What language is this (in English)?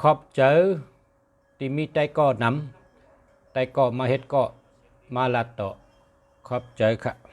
Shan